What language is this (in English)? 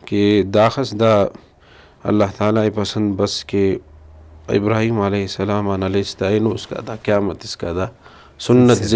Brahui